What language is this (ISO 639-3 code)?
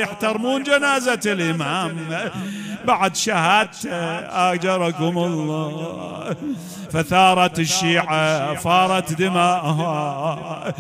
acm